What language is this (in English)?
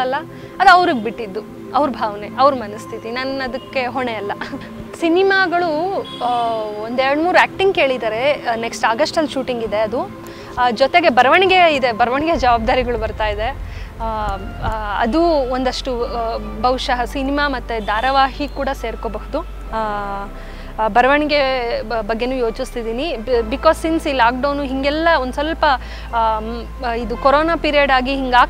Kannada